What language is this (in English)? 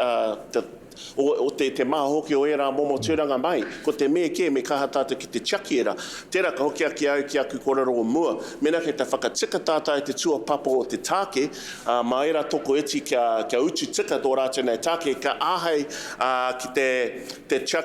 Māori